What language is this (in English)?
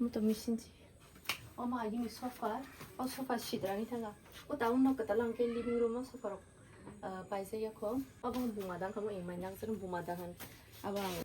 Kok Borok